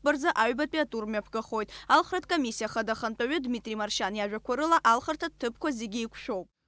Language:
Abkhazian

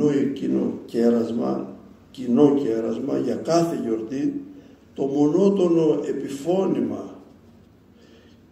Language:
Greek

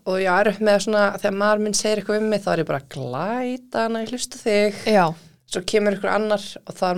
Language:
Icelandic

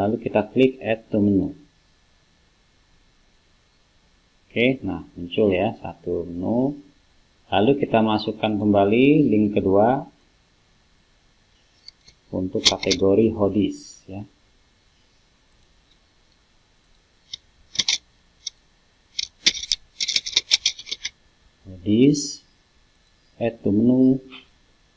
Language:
Indonesian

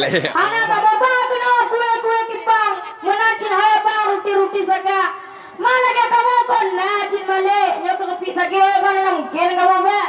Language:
Achinese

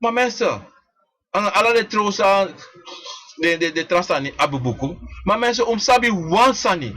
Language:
Sranan Tongo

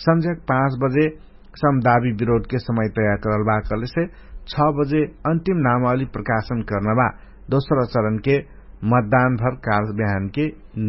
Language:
Dangaura Tharu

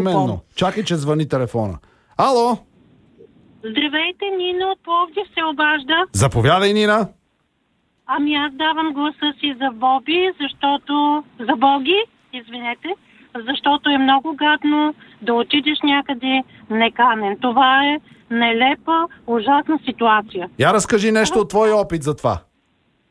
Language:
Bulgarian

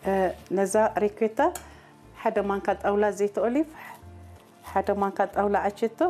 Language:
Tigrinya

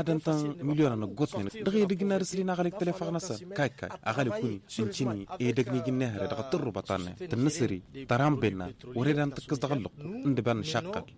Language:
Tamasheq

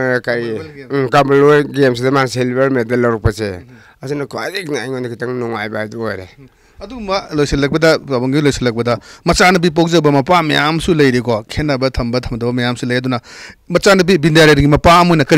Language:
Manipuri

